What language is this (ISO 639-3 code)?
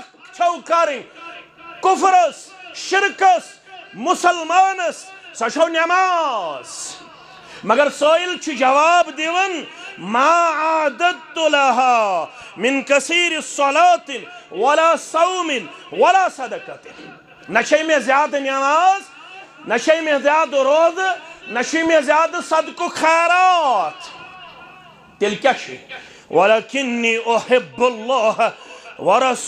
kas